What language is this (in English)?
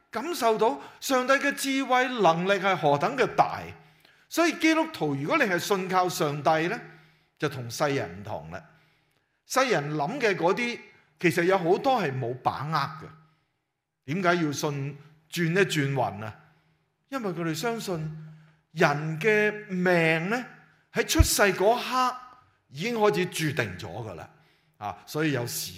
Cantonese